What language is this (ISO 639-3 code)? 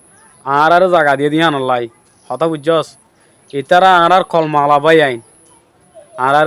rhg